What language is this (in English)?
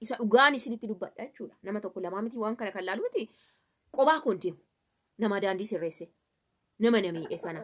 Oromo